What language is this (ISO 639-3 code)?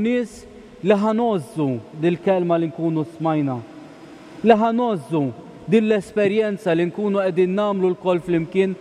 mlt